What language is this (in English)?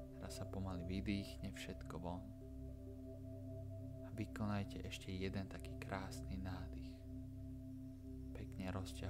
Slovak